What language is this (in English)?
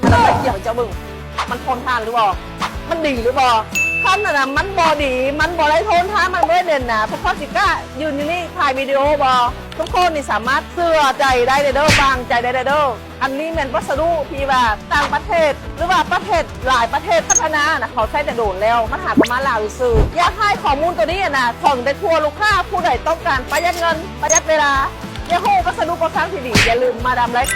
Lao